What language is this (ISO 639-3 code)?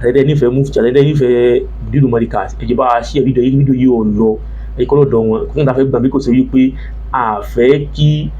yor